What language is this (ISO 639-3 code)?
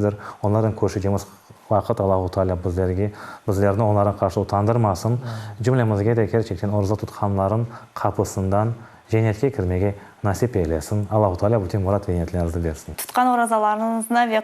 crh